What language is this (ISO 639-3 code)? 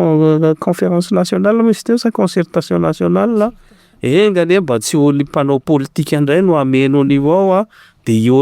mlg